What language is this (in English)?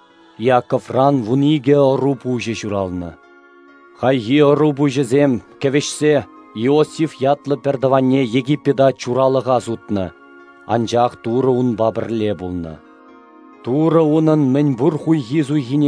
Chuvash